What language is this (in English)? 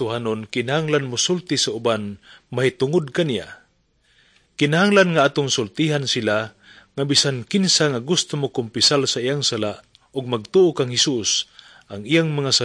Cebuano